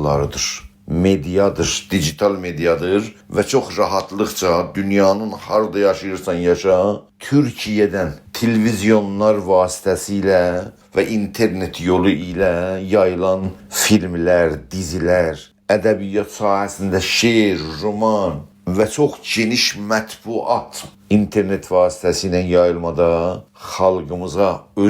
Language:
South Azerbaijani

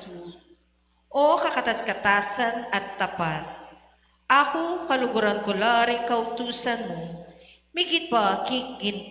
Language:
Pampanga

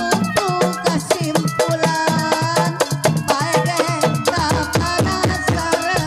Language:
Betawi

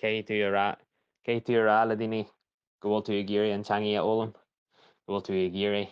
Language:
Irish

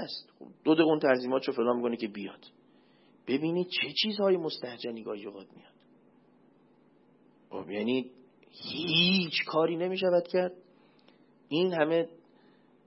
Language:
Persian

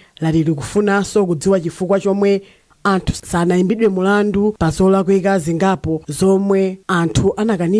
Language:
Nyanja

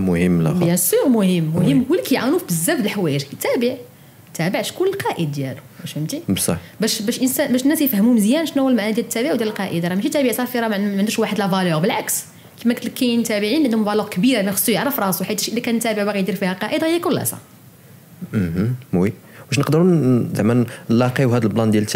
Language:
Moroccan Arabic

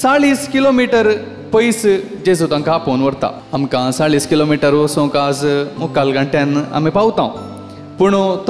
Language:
Konkani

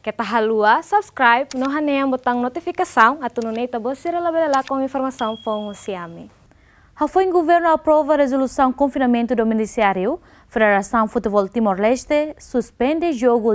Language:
Tetum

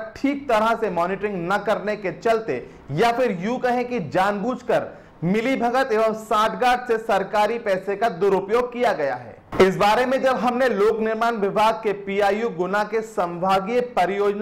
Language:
Hindi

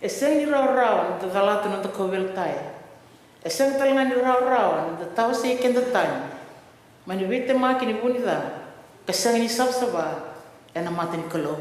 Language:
Fijian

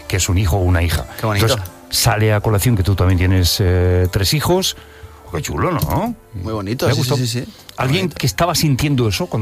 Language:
Spanish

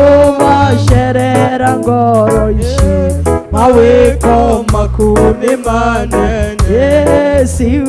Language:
Kikuyu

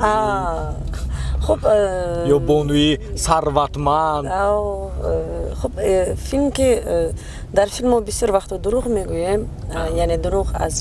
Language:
Tajik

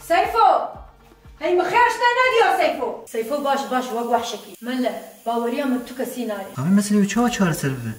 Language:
Kurdish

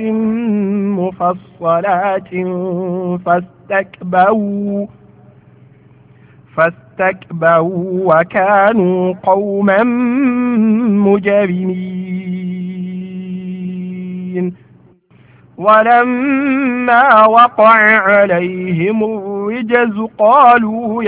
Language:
Arabic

